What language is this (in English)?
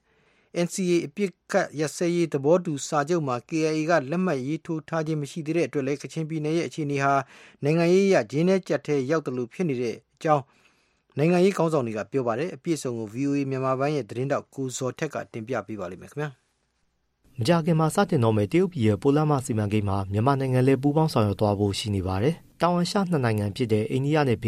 Burmese